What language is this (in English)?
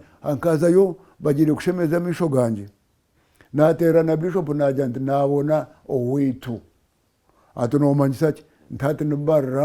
Nyankole